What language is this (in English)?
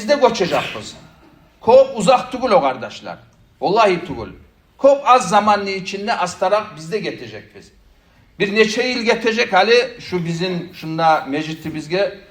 Kumyk